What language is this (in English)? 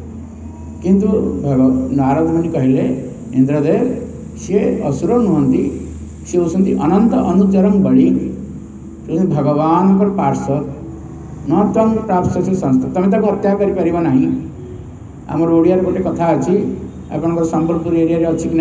Odia